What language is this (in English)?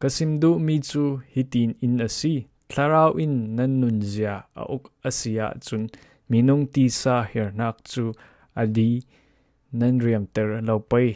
Falam Chin